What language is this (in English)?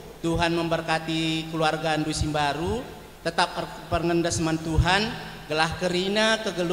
Batak Karo